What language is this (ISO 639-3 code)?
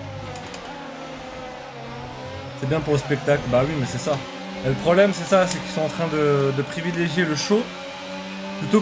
fra